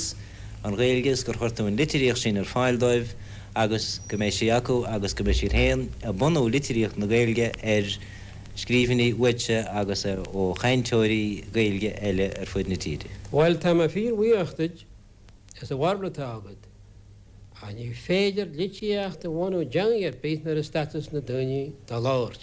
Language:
Irish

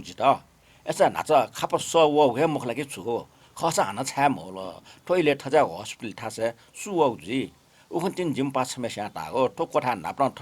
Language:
Newari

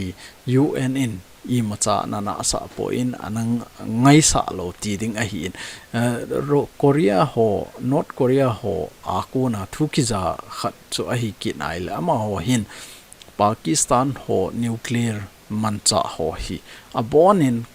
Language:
Thado Chin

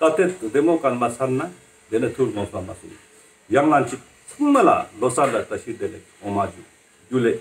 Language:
Ladakhi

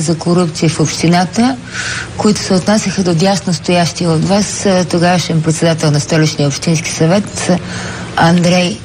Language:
Bulgarian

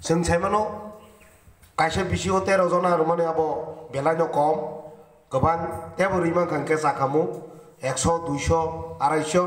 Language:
Kok Borok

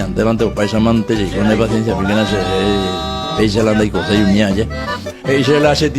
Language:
Guarani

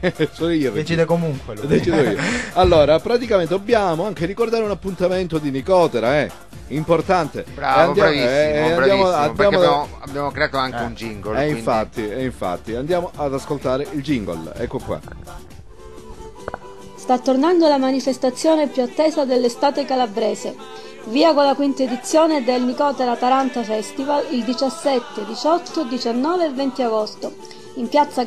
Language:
Italian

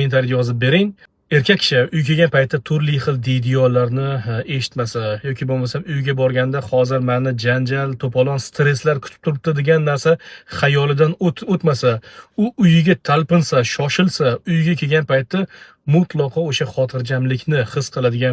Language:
Uzbek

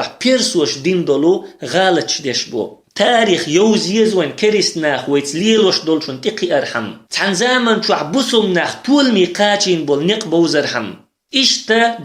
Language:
Chechen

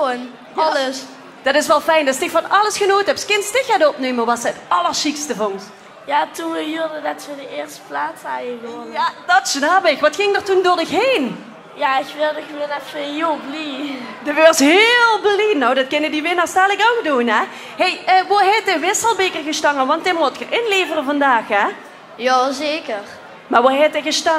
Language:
Limburgish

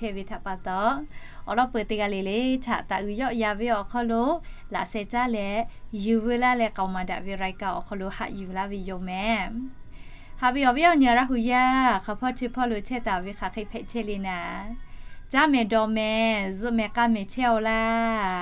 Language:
Lahu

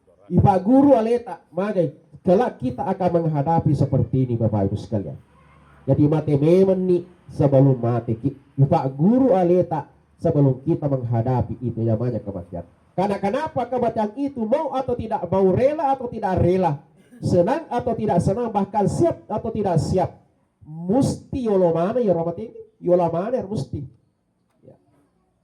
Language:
Buginese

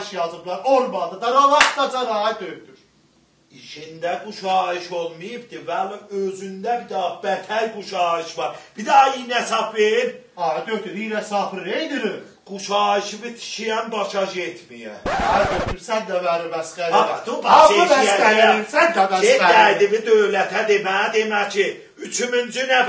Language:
South Azerbaijani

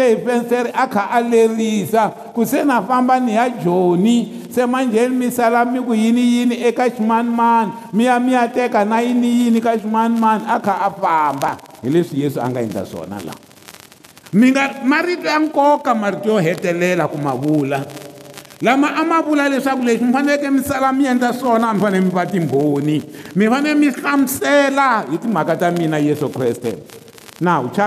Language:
Tsonga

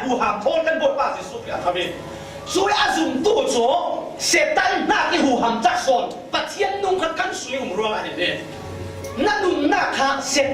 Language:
Falam Chin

